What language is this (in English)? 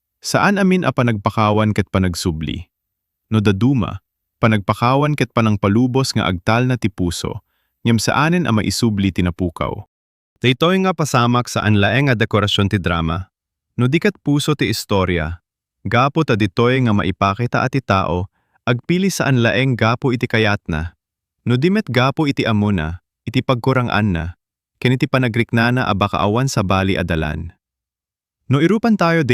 Iloko